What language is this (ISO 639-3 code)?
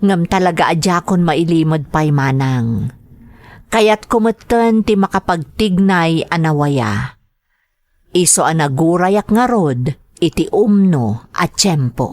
ilo